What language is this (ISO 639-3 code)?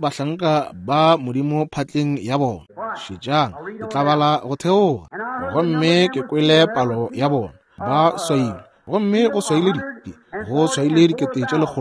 nso